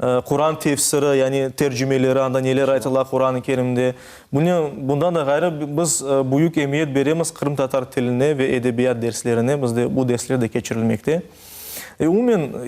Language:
Crimean Tatar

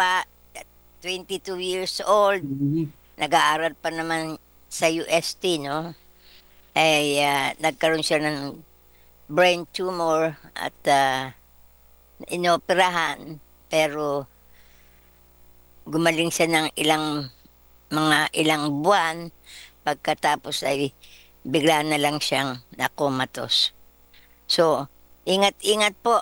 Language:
Filipino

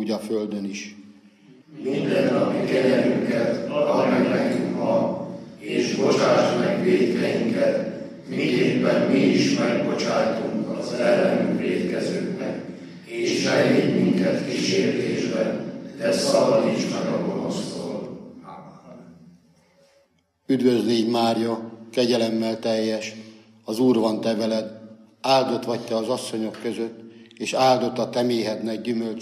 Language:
Hungarian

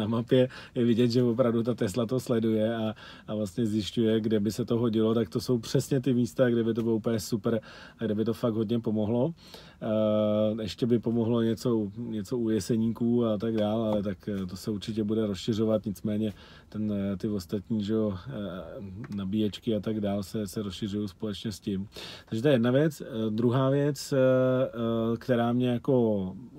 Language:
Czech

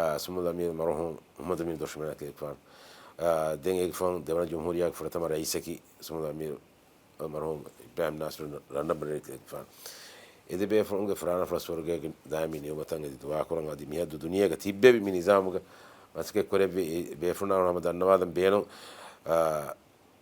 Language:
Divehi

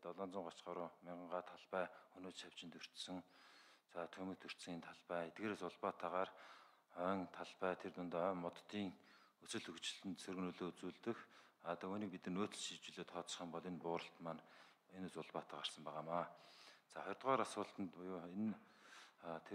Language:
Mongolian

